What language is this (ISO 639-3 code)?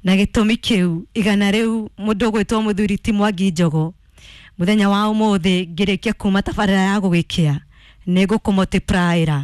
kik